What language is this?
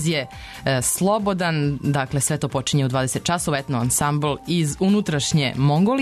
Serbian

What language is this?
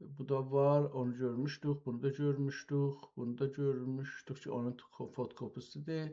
South Azerbaijani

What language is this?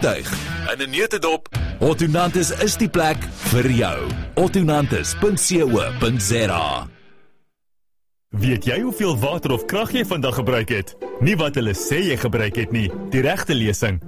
Afrikaans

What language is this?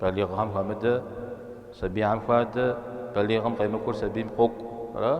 Kabardian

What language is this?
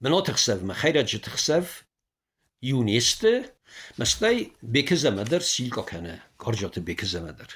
Ossetic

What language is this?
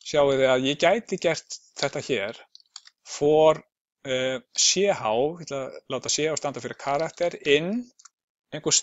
Icelandic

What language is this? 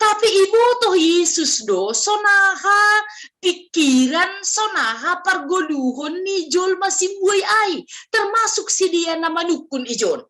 Batak Simalungun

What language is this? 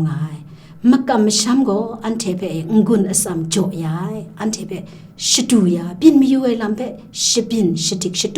Kachin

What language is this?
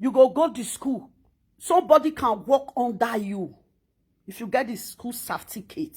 Nigerian Pidgin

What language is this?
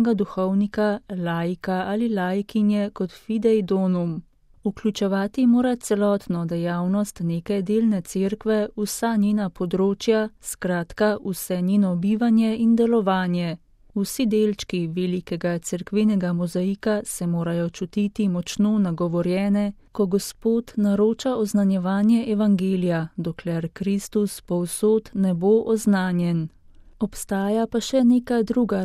Slovenian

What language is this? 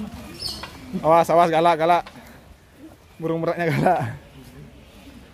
Indonesian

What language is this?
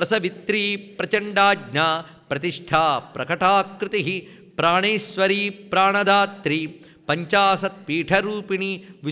Telugu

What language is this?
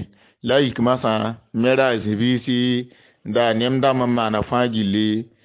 Mossi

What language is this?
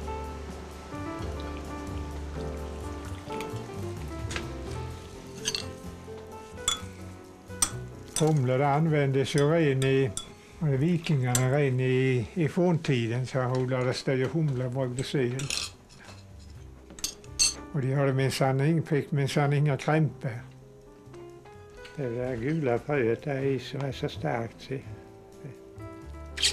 Swedish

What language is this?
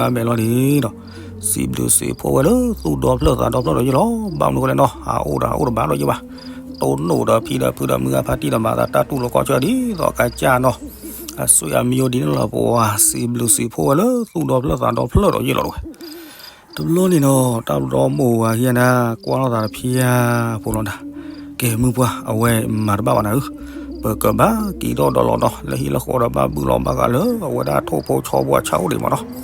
S'gaw Karen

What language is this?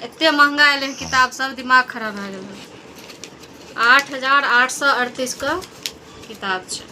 Maithili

